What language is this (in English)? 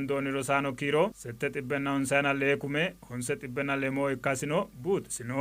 Sidamo